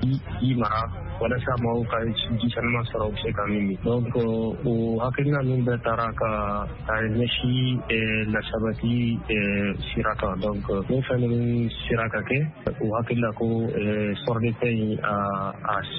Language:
Bambara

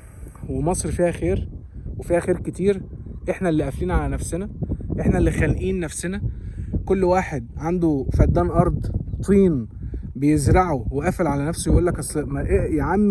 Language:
Egyptian Arabic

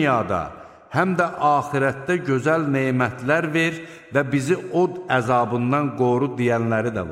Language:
Azerbaijani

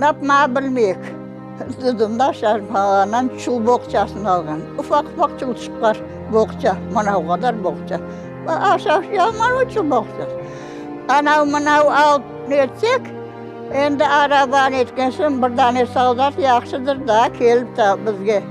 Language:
Crimean Tatar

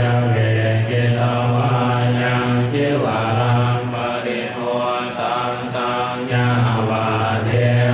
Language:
Pali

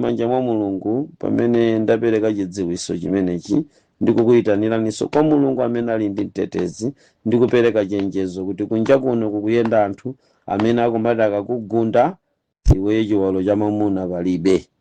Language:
Nyanja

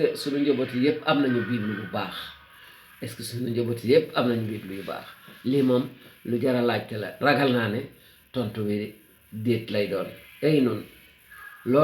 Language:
Wolof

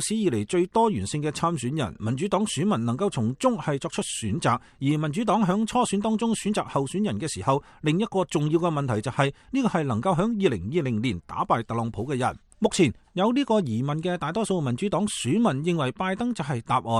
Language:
Cantonese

